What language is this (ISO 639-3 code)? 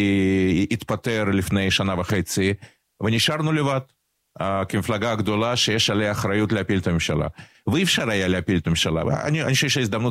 heb